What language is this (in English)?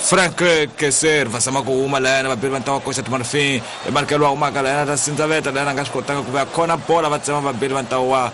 Tsonga